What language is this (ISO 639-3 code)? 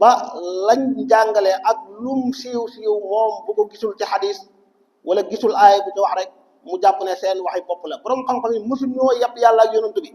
wol